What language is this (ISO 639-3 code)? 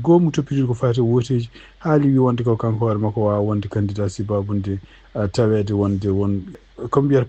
ful